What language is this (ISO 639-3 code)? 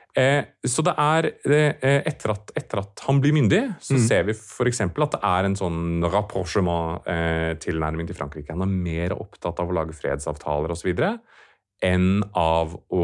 nor